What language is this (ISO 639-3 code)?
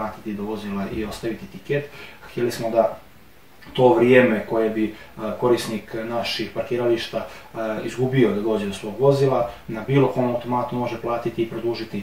hrv